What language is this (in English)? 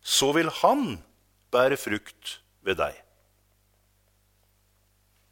Norwegian